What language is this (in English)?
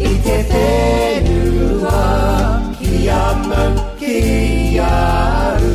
Māori